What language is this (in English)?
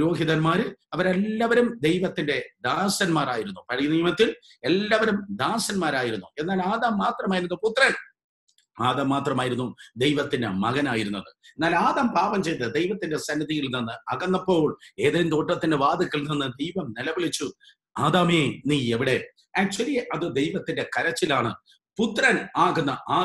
Malayalam